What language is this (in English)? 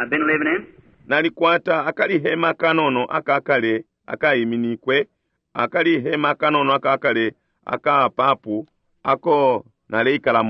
Bemba